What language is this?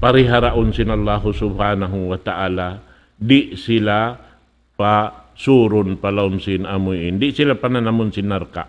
Tausug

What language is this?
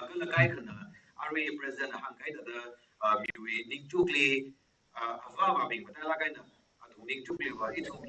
Tangkhul Naga (India)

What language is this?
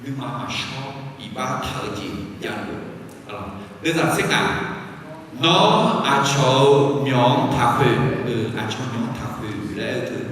Akha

